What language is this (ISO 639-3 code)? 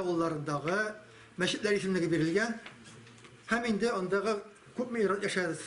tat